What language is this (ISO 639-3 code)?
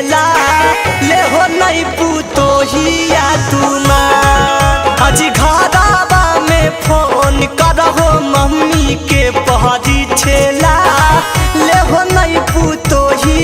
mag